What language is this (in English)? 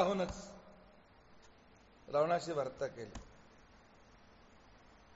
Marathi